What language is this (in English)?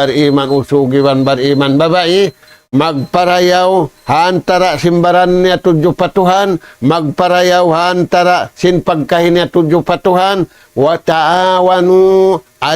Tausug